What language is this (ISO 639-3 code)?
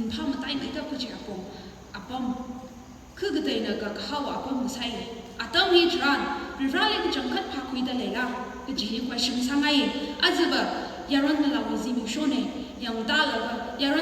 nmf